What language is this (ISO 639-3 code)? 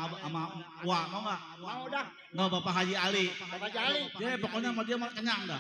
bew